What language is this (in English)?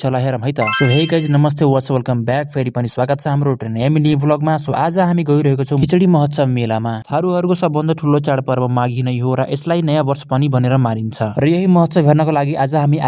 Nepali